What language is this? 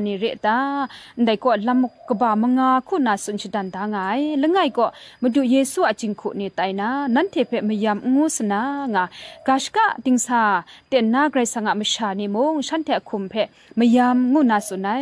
Kachin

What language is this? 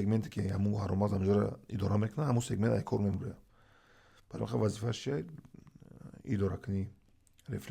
Tajik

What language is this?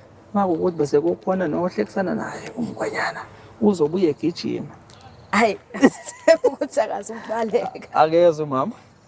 Zulu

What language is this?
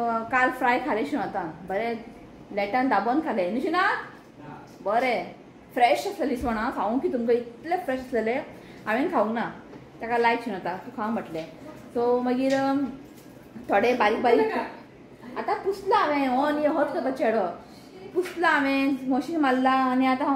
Konkani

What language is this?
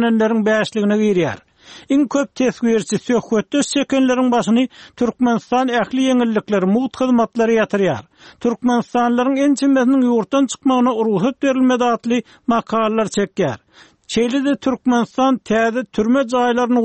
Turkmen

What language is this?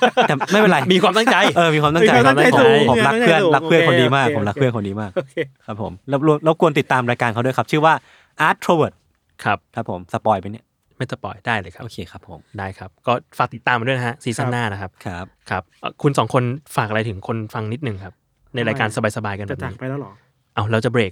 Thai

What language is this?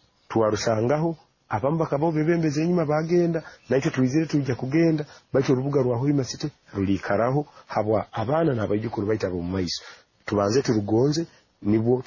Nyoro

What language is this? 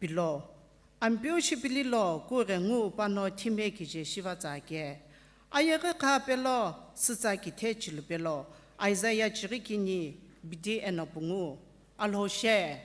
Sumi Naga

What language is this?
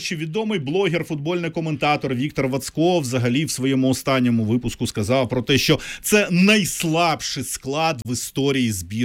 Ukrainian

